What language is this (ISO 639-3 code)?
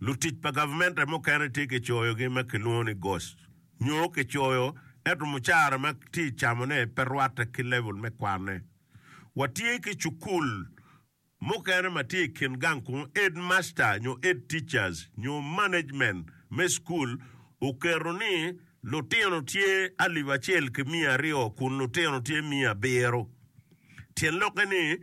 ach